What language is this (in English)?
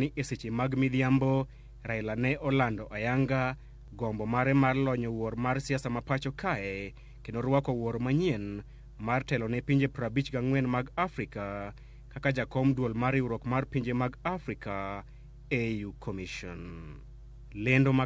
Luo (Kenya and Tanzania)